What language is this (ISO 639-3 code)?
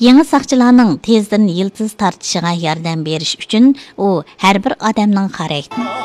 uig